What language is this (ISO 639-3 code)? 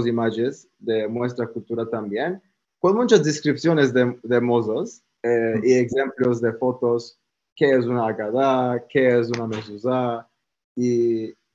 lad